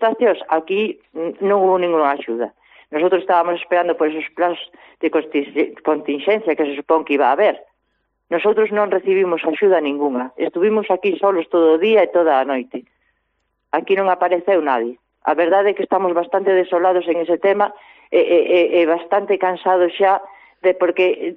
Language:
Galician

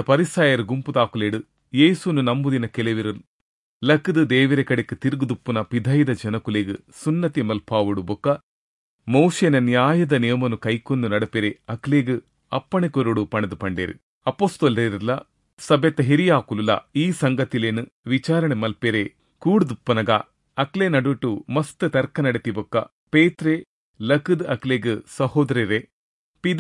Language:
Tulu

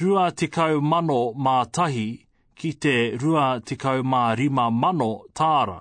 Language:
Māori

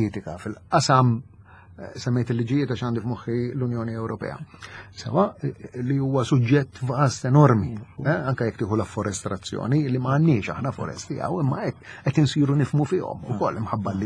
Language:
Maltese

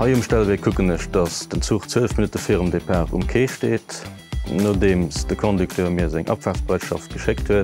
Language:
Luxembourgish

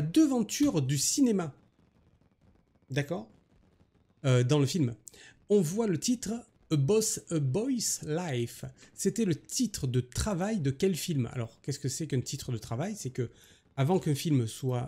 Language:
French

